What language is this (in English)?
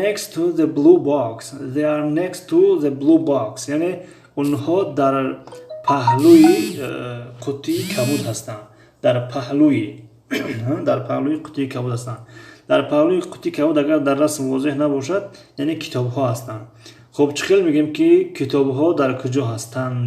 Tajik